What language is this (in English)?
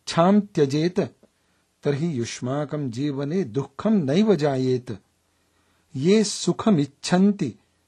Sanskrit